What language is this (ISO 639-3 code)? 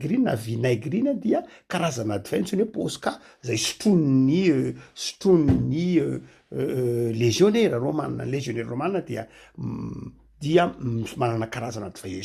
mlg